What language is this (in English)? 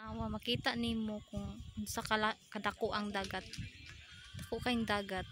Cebuano